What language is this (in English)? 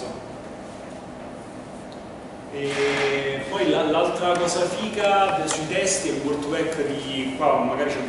Italian